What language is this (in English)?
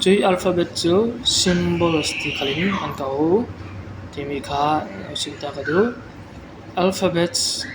Falam Chin